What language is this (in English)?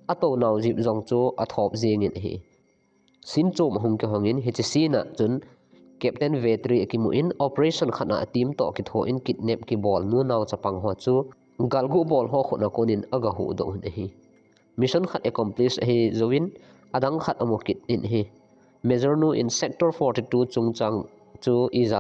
Thado Chin